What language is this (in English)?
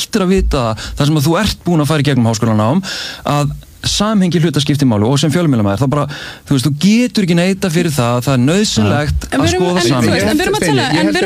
Icelandic